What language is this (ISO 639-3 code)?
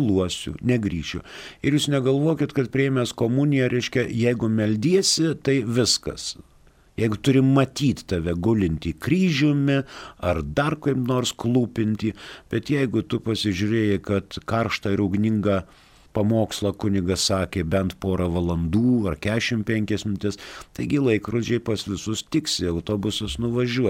lit